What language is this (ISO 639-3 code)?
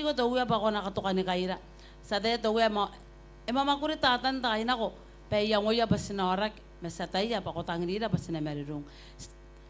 gil